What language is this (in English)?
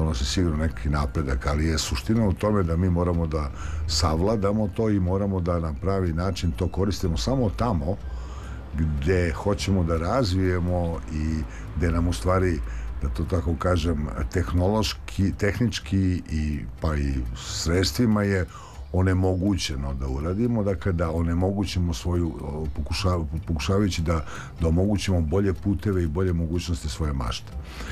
Serbian